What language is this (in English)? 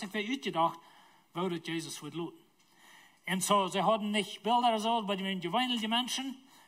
Plautdietsch